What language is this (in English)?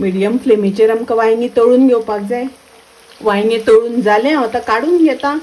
Konkani